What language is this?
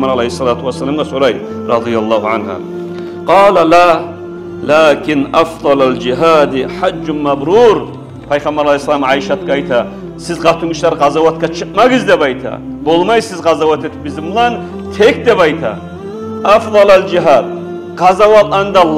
Kumyk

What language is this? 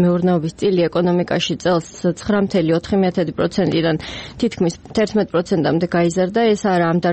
Georgian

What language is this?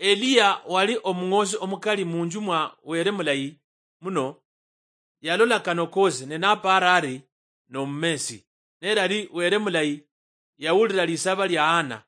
Luyia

